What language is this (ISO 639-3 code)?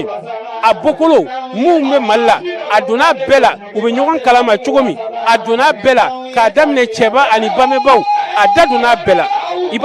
bam